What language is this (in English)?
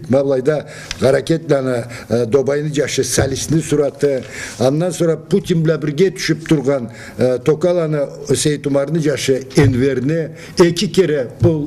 Karachay-Balkar